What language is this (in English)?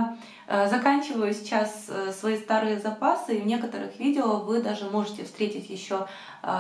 Russian